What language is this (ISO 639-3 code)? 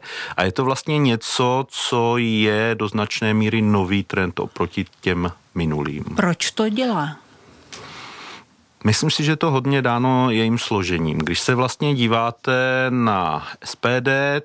ces